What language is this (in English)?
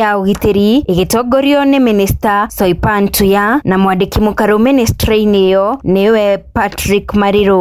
Kikuyu